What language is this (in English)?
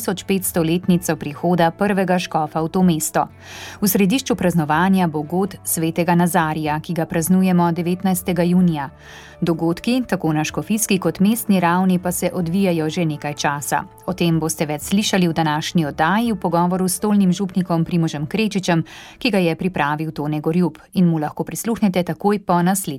Slovenian